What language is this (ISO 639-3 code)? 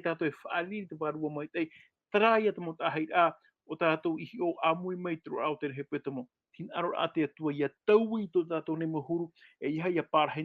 tah